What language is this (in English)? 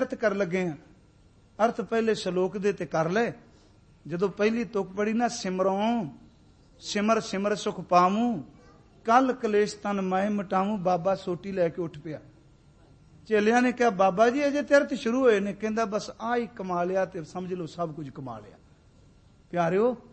Punjabi